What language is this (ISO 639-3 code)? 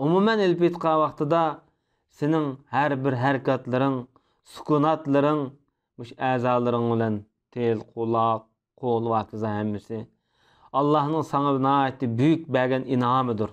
uig